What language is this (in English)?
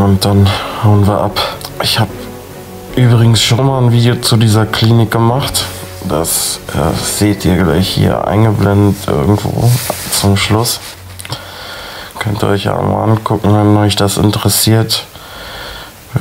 German